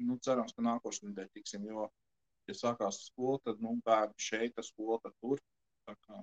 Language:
Latvian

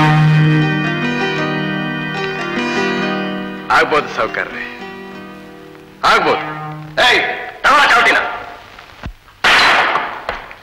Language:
Kannada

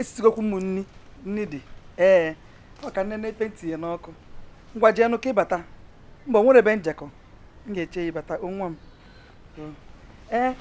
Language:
Igbo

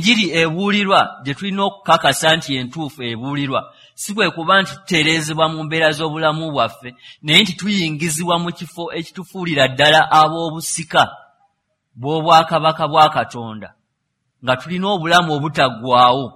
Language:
Ganda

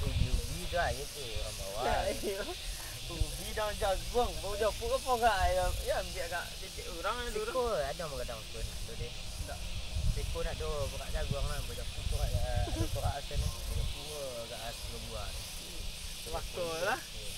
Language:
Minangkabau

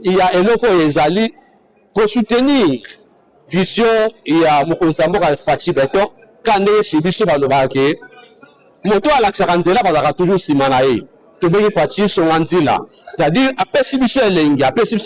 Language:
Lingala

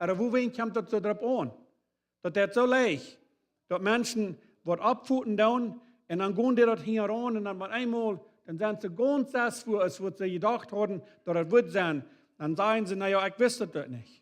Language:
Plautdietsch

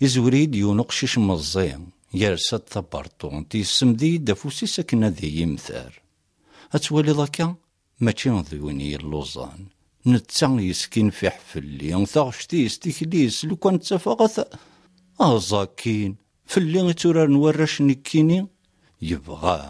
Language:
Kabyle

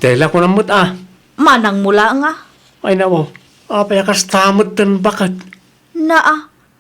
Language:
Iloko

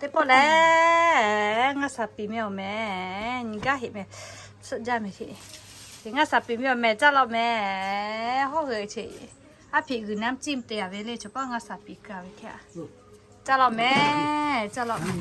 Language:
Lahu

